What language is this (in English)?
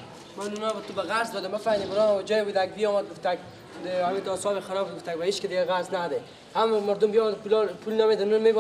Persian